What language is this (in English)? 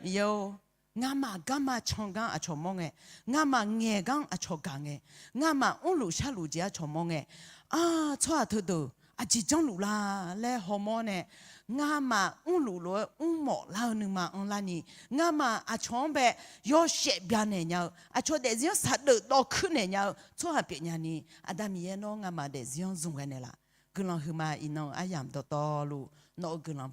Akha